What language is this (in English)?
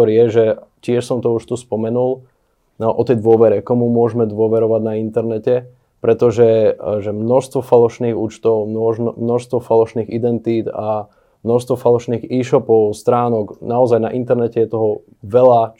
Slovak